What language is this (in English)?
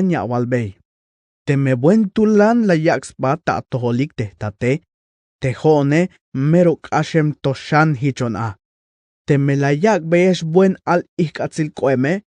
Tzeltal